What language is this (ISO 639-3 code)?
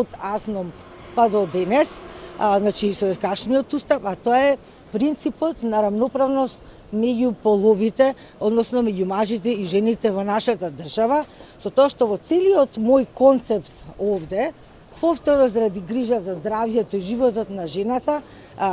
mkd